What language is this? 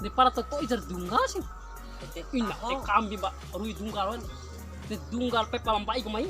Bima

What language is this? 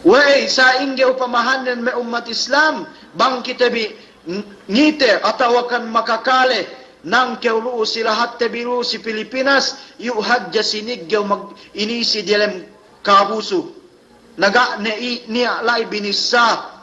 Yakan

